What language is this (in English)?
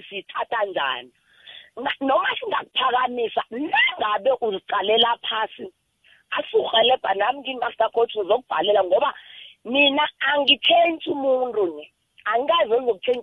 South Ndebele